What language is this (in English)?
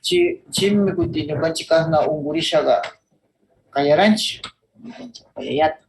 Northern Pastaza Quichua